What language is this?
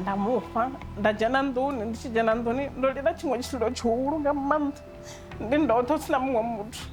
Venda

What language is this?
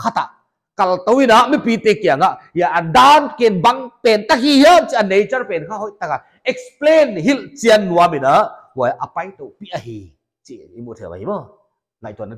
Paite Chin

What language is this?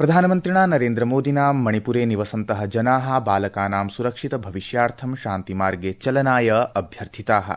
Sanskrit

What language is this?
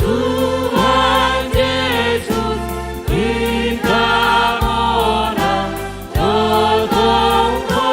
Batak Simalungun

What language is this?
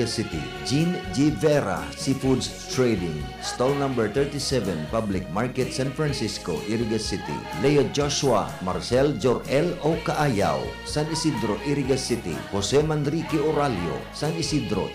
Bikol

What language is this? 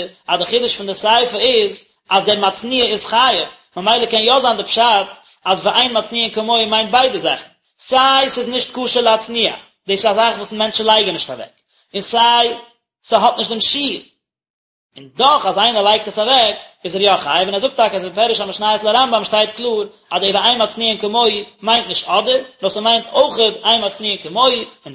Yiddish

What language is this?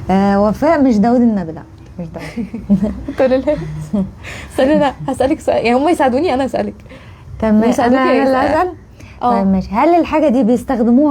Egyptian Arabic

